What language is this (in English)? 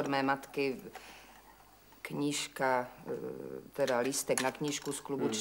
Czech